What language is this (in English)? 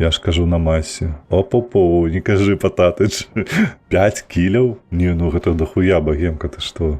Belarusian